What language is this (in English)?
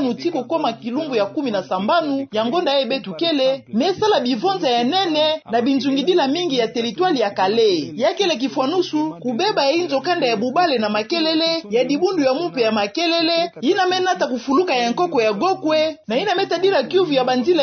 Kituba (Democratic Republic of Congo)